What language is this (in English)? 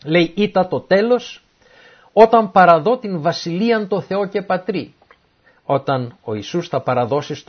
Greek